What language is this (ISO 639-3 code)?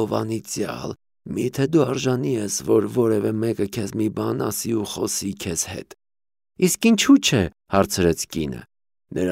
hye